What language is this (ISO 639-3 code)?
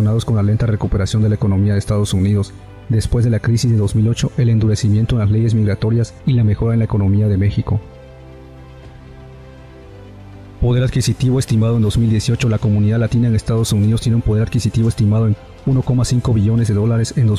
spa